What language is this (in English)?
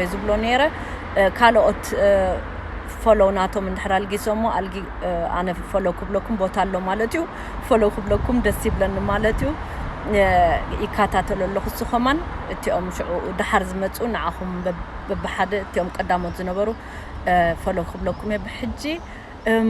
Tigrinya